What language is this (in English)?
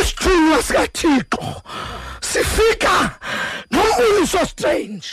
Xhosa